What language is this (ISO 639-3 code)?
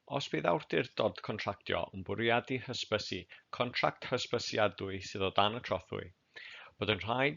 cym